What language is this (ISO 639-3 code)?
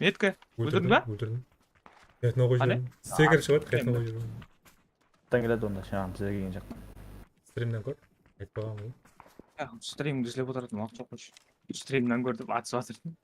kaa